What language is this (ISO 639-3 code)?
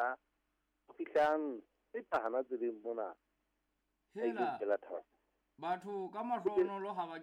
sot